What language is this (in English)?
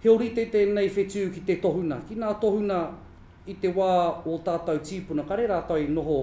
Māori